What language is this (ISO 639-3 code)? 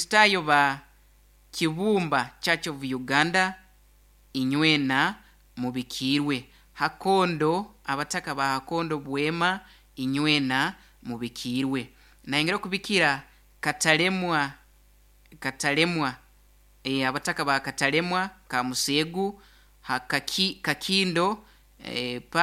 nyo